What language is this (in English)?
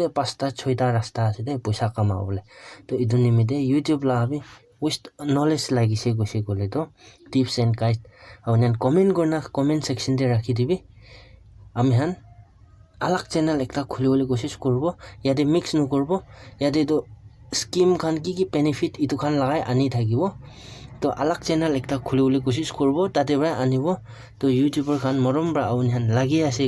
Naga Pidgin